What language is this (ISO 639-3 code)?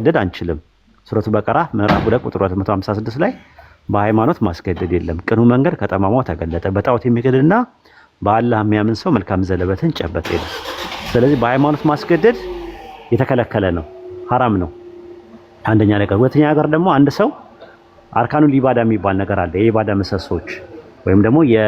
amh